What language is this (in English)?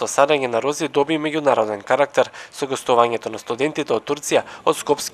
Macedonian